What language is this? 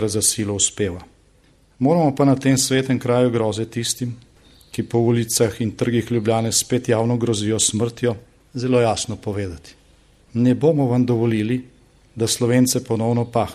Slovenian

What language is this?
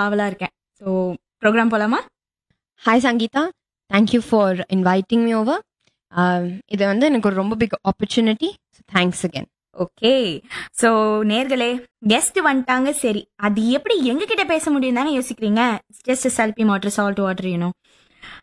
Tamil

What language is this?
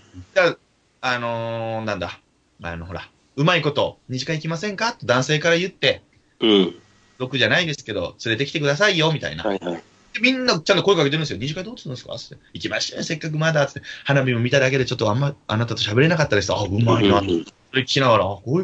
Japanese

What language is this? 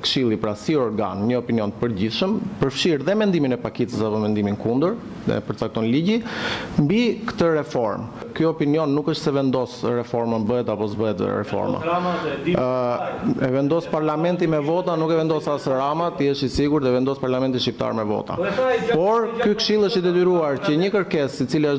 Albanian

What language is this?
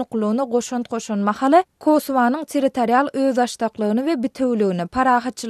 Turkmen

